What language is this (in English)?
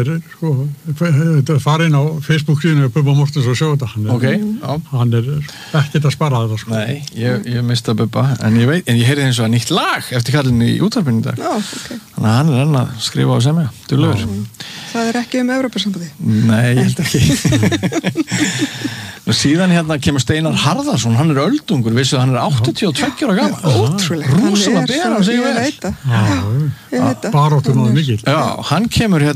Icelandic